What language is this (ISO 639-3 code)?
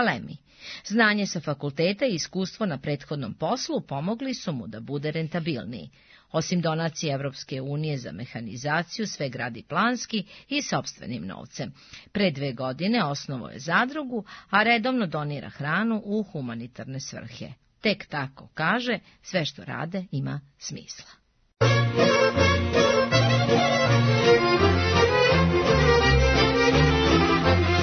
srp